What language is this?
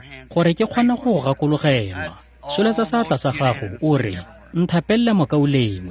Tswana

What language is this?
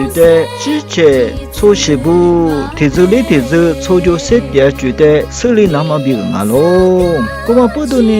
Lisu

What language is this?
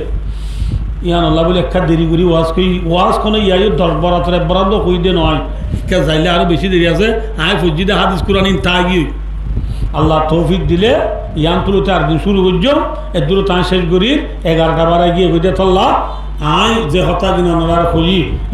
Rohingya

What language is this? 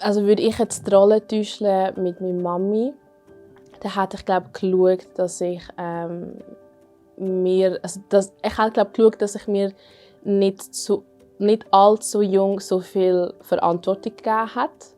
Swiss German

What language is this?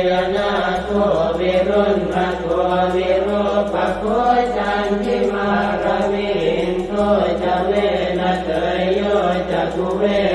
Pali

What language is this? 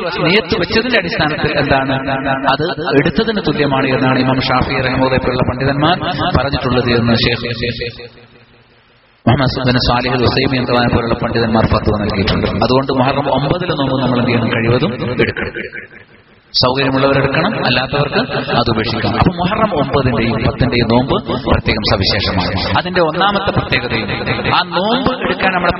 Malayalam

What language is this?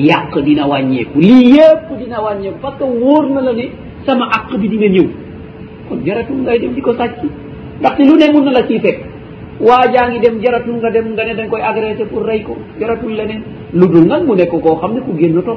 Wolof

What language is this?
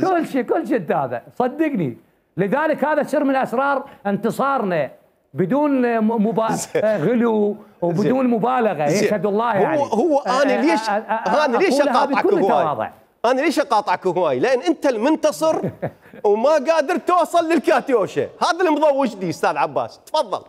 Mesopotamian Arabic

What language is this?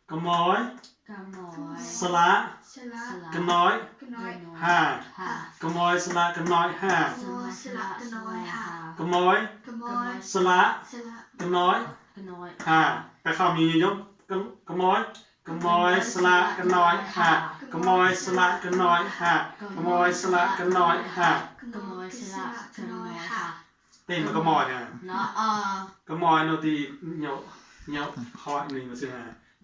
Mon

